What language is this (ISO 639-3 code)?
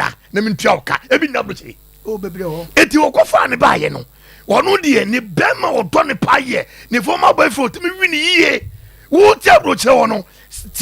aka